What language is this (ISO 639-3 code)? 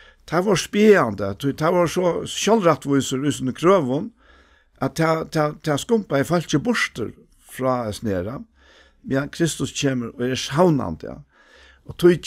fao